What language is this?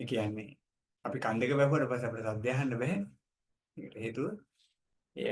Sinhala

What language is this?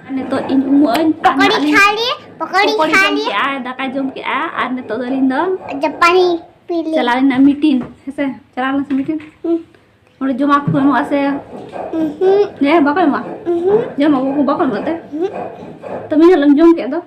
Santali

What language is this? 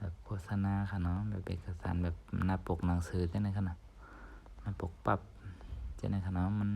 Shan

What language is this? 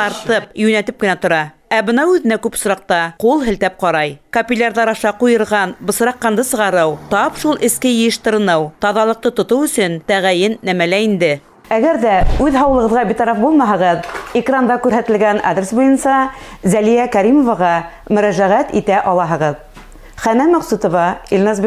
Bashkir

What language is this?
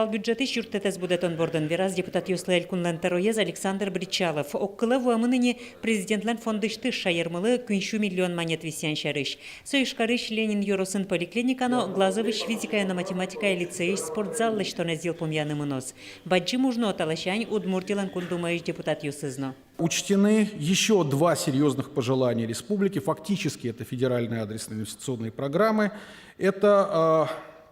Udmurt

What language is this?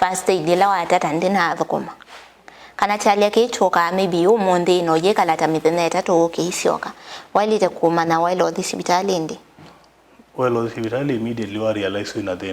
Kamba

